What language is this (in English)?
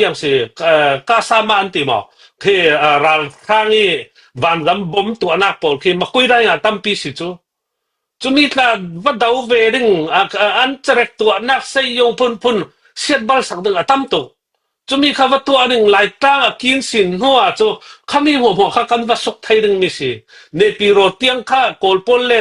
Falam Chin